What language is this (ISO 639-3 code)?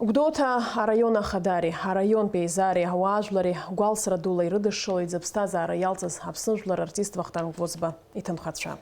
abk